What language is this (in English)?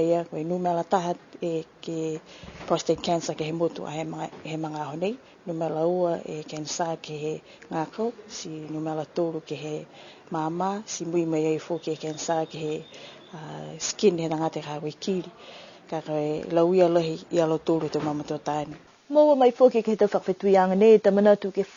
Niuean